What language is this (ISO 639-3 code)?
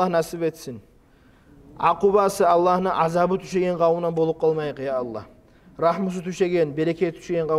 kum